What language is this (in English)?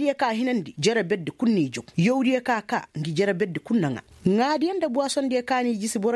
Koyraboro Senni